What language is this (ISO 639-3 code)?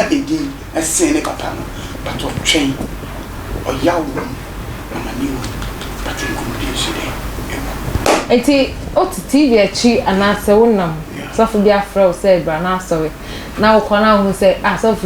aka